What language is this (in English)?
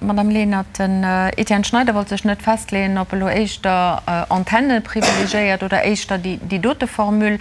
Luxembourgish